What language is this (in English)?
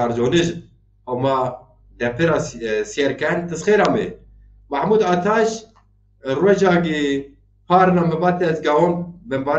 Zaza